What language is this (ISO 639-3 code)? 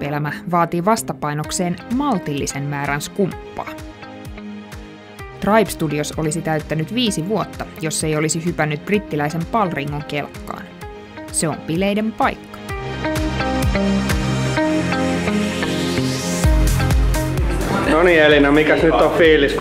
fin